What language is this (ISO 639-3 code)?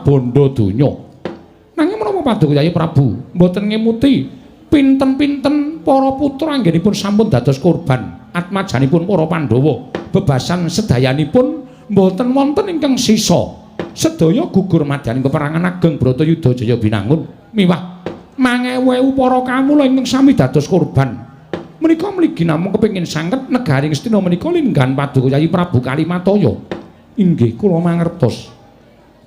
jav